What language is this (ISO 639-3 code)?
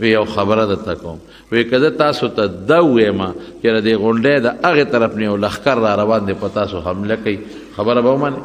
pus